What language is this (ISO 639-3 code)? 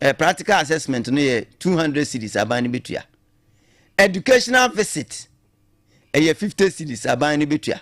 aka